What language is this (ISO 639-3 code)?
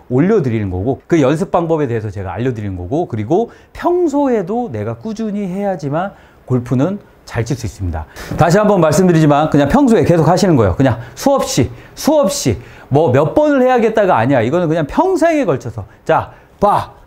kor